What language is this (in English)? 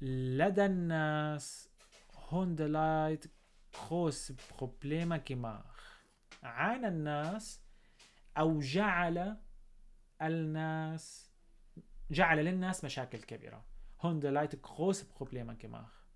North Levantine Arabic